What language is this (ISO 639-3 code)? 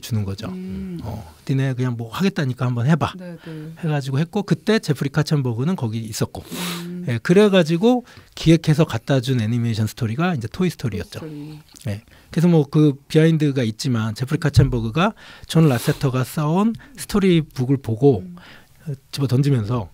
kor